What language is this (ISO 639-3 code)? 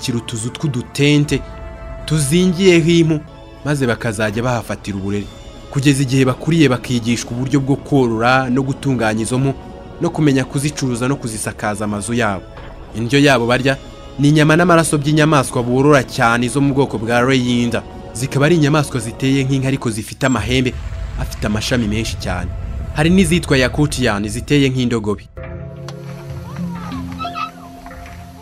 kin